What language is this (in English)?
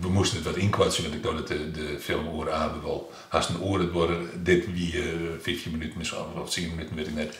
Western Frisian